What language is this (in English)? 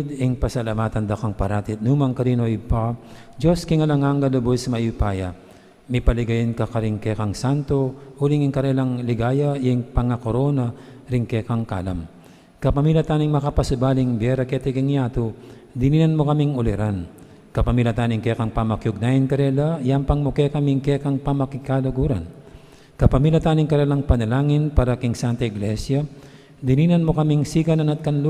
Pampanga